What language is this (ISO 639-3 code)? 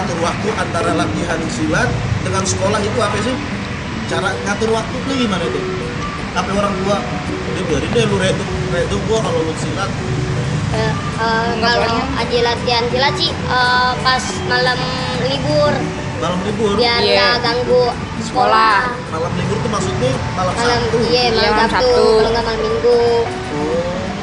bew